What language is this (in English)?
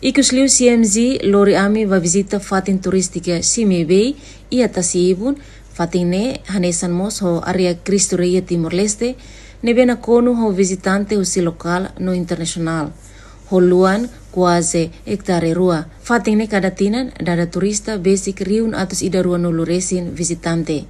Tetum